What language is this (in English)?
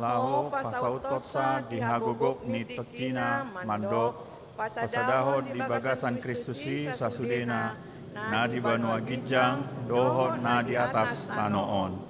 Batak Toba